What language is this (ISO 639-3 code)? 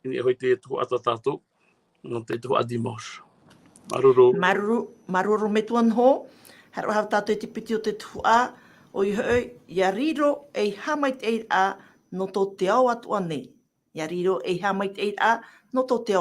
tah